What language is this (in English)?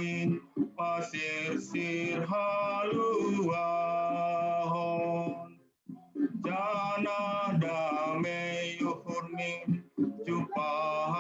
Batak Simalungun